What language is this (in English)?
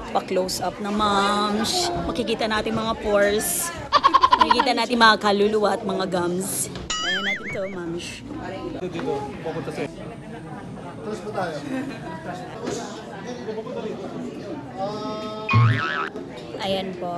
Filipino